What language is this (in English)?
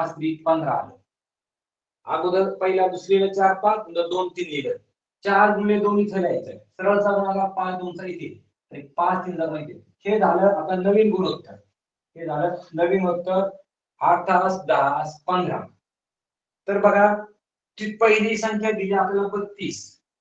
Marathi